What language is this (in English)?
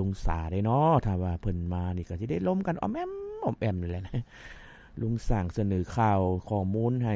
Lao